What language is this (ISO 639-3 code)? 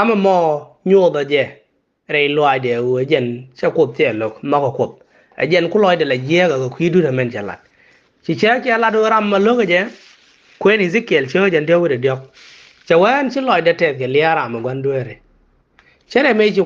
nus